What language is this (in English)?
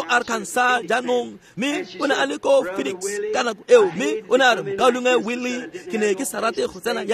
Tswana